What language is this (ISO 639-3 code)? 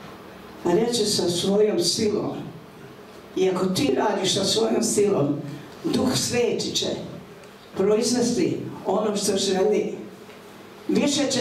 hrv